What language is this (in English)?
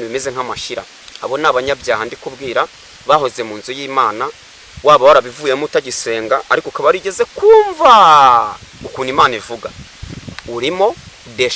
Kinyarwanda